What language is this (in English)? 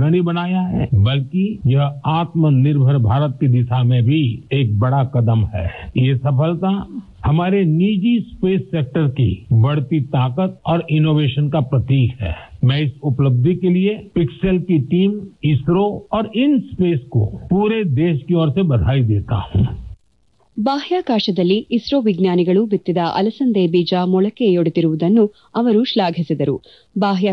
Kannada